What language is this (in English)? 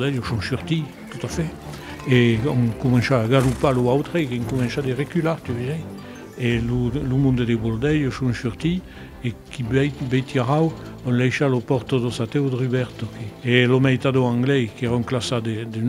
Occitan